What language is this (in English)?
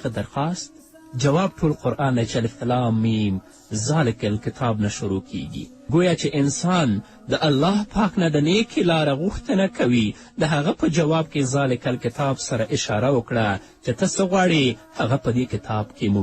Pashto